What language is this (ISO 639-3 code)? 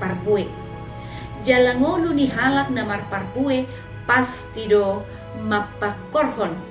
bbc